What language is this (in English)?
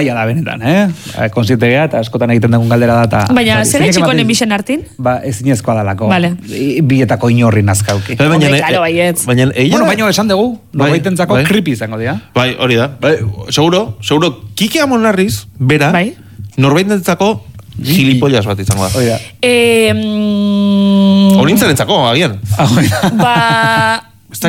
Basque